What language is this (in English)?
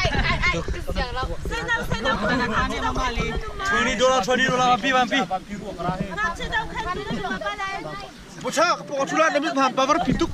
Hakha Chin